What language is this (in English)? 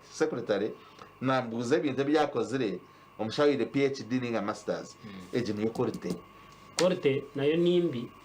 Nyankole